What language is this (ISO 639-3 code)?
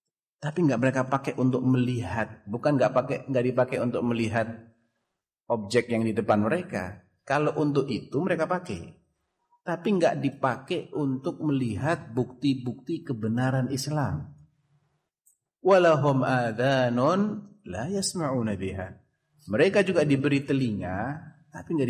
ind